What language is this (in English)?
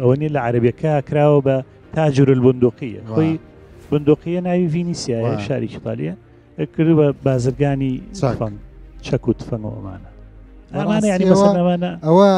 Central Kurdish